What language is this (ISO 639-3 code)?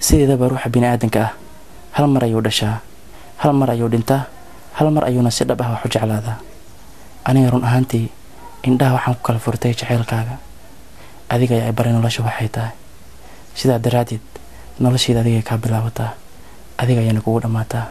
som